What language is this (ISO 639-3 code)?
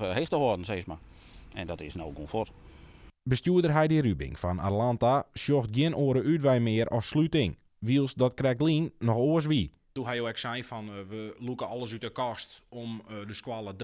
fry